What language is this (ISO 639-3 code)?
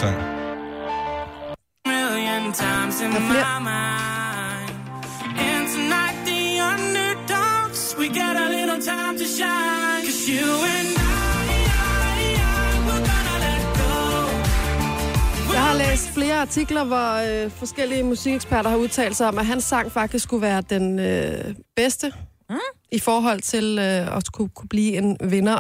dan